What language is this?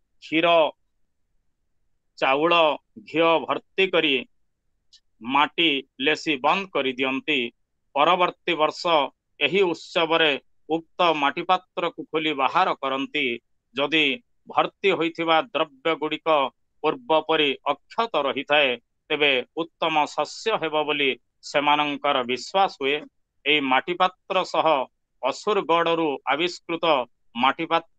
Odia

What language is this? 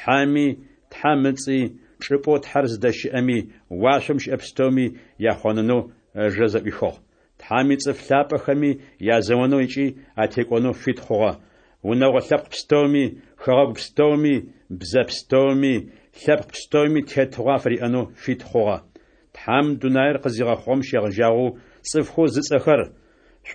Adyghe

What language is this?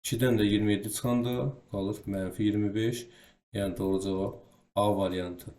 Azerbaijani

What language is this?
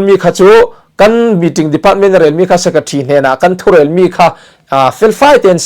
Falam Chin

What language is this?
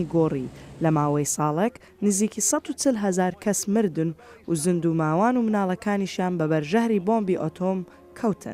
Central Kurdish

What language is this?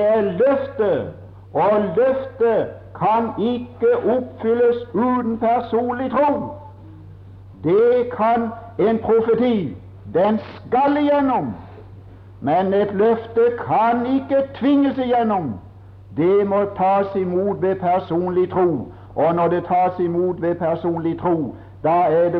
Norwegian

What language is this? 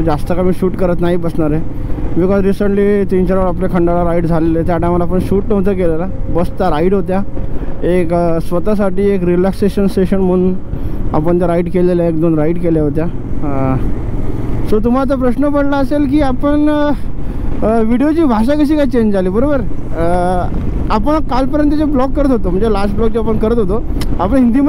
Marathi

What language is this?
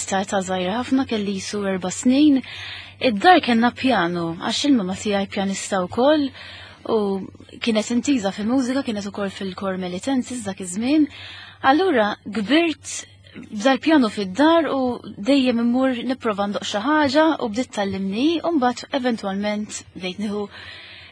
Maltese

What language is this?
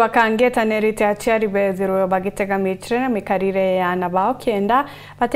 Meru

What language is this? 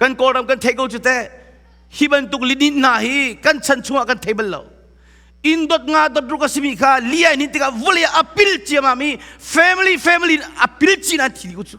Hakha Chin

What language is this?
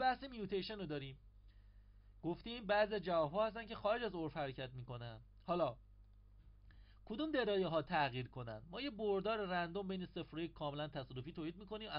Persian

